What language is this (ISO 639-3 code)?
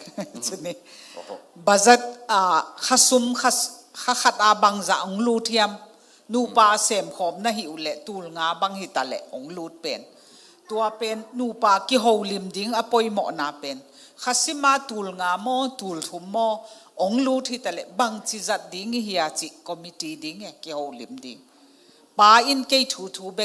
ctd